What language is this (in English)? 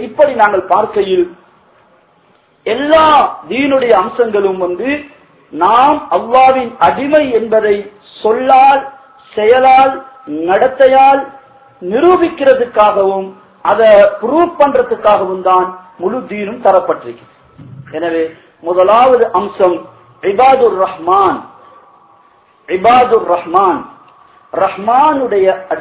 Tamil